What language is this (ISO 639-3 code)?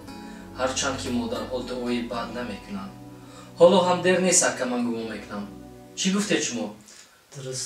tgk